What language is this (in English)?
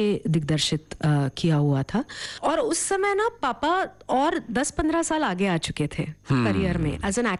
Hindi